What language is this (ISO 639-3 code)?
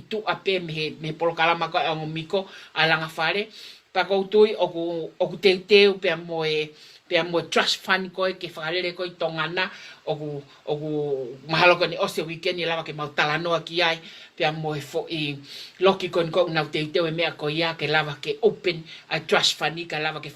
ton